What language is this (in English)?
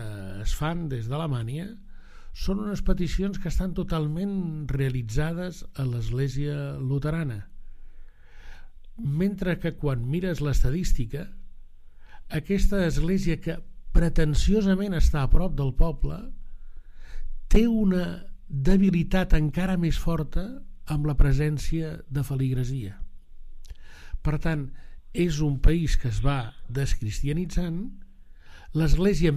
Catalan